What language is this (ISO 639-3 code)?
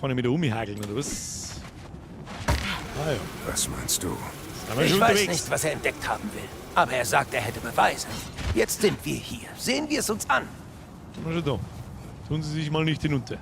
bar